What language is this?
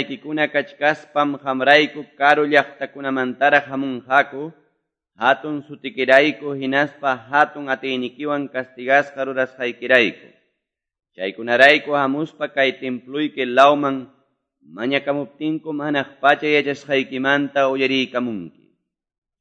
Quechua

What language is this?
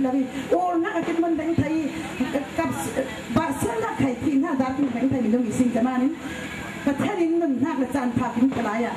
Falam Chin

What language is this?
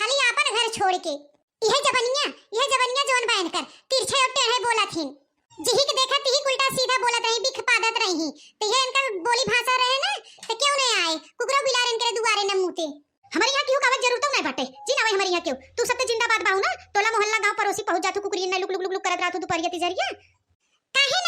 Awadhi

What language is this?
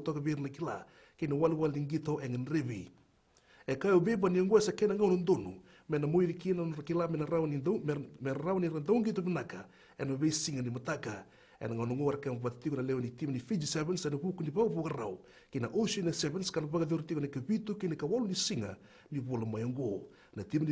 Fijian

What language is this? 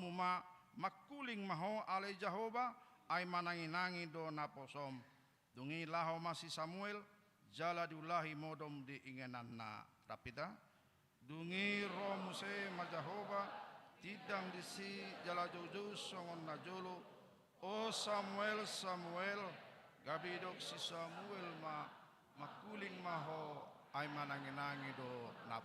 Batak Toba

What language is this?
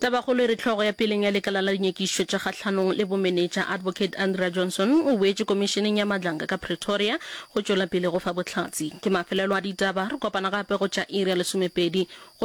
Northern Sotho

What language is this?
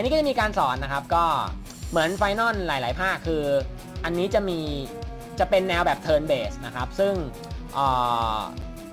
Thai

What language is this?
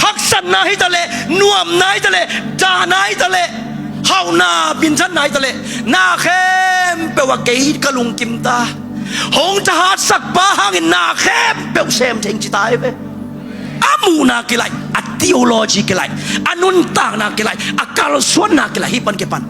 Tedim Chin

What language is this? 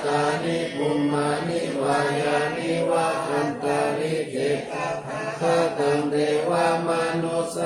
Pali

